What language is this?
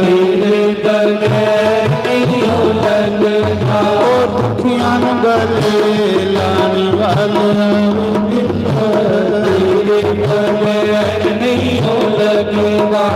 Dogri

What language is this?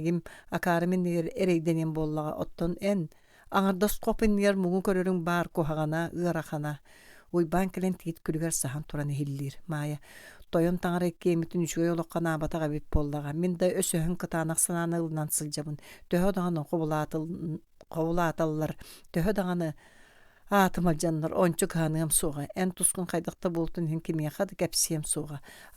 Yakut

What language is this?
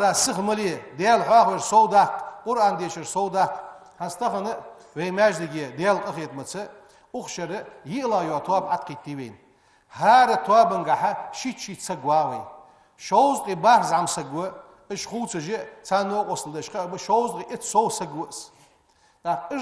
Ingush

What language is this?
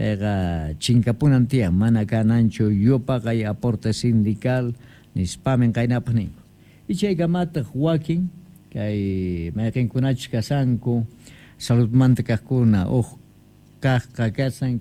Quechua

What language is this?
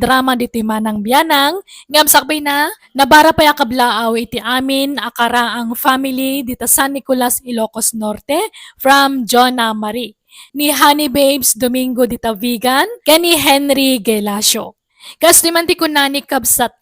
Iloko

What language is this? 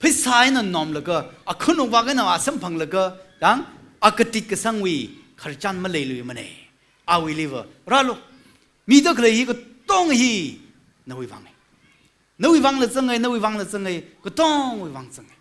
Tangkhul Naga (India)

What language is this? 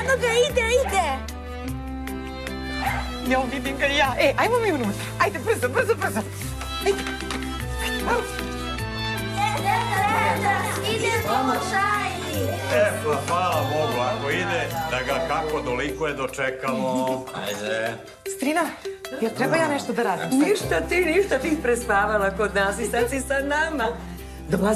Serbian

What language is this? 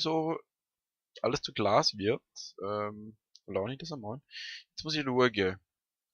Swiss German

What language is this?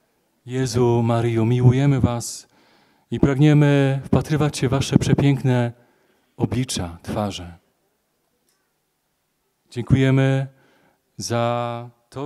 Polish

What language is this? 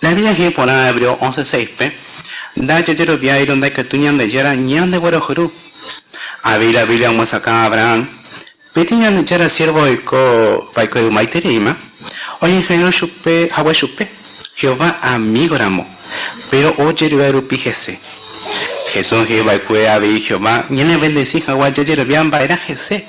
Guarani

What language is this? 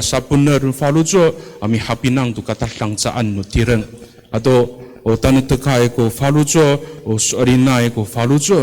Amis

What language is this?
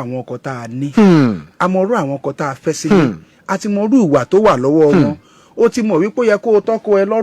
Yoruba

